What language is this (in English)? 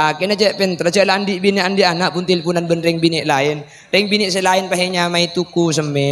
Madurese